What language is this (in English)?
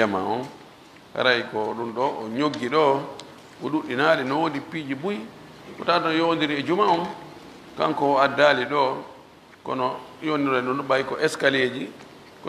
Fula